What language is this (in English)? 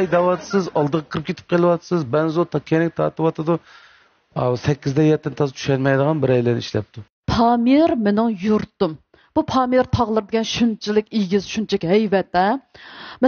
Uyghur